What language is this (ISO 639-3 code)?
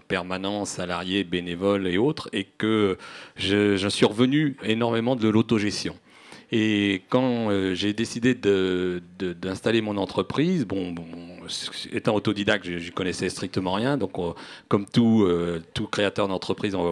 fra